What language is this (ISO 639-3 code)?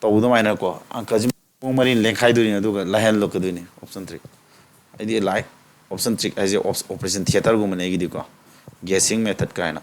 mni